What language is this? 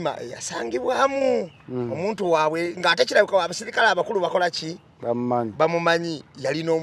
Ganda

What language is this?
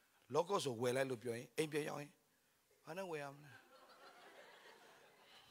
Burmese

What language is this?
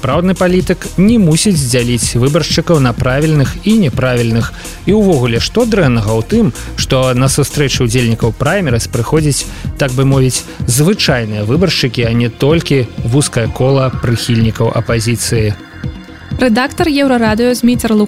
Belarusian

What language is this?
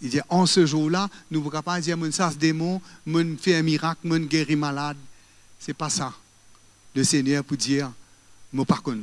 Morisyen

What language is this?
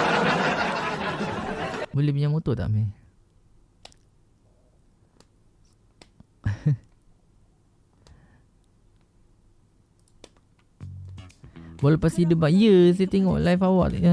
Malay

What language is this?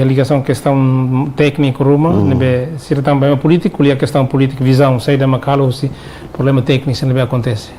Tetum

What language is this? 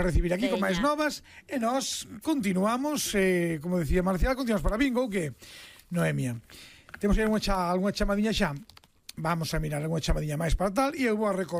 Galician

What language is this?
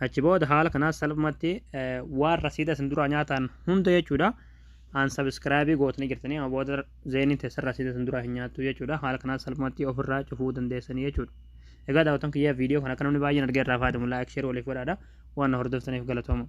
Oromo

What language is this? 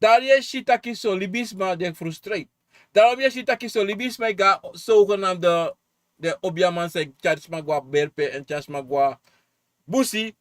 Sranan Tongo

